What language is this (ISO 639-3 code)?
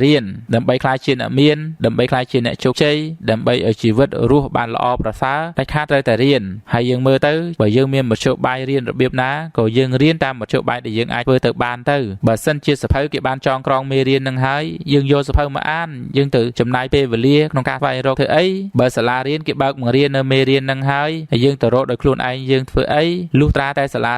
khm